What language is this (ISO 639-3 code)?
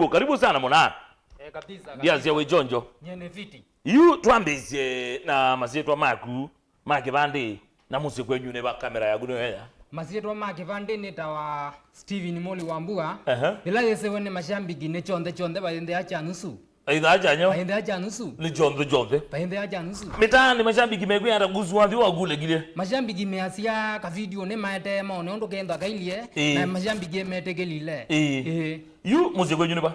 kam